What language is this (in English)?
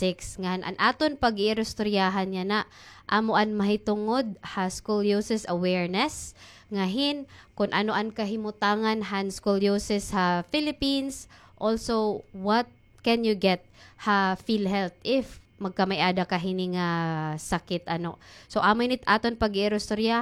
Waray